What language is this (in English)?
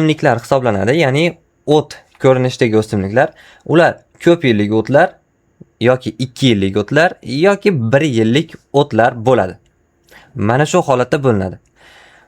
Uzbek